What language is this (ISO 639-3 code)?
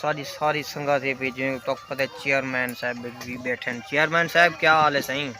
skr